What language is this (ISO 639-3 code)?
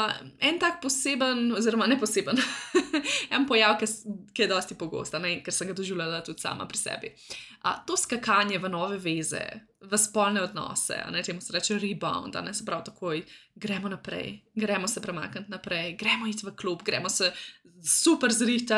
slv